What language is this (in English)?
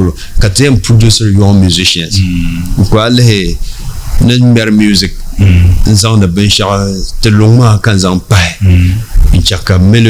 Dagbani